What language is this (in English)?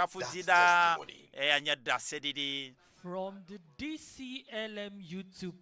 Ewe